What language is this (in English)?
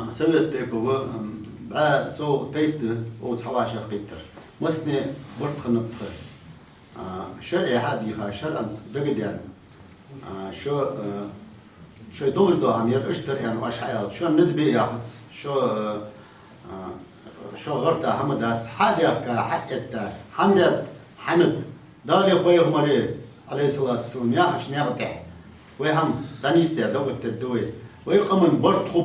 Ingush